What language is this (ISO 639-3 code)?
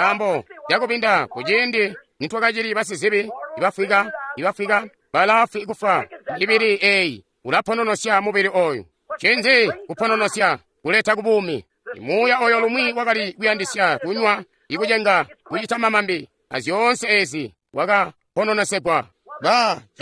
toi